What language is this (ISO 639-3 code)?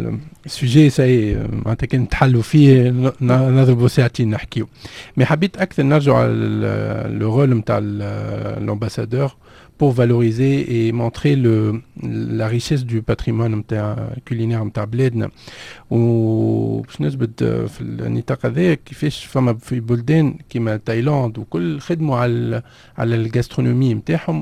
aeb